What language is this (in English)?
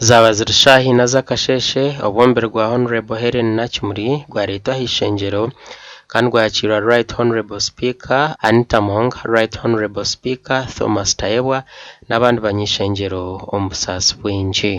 Nyankole